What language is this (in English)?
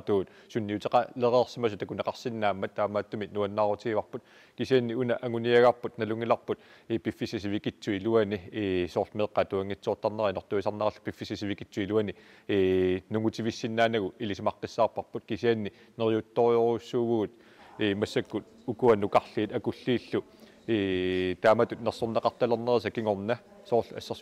Kalaallisut